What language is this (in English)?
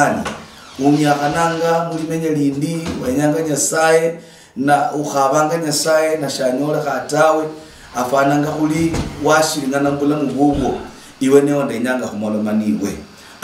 Luyia